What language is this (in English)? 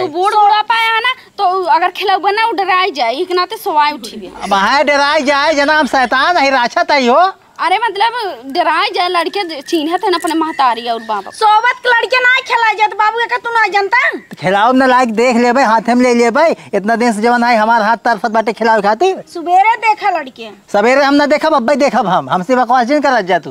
Awadhi